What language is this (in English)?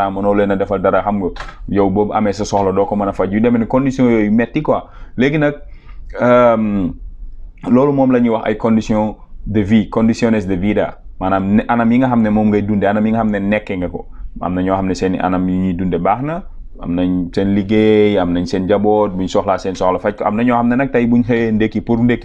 Wolof